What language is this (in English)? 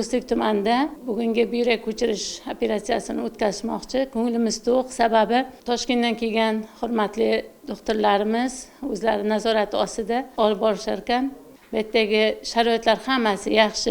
Uzbek